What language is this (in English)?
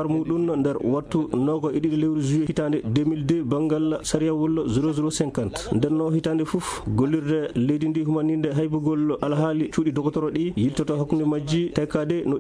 Fula